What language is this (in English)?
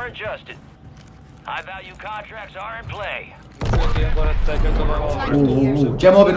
South Azerbaijani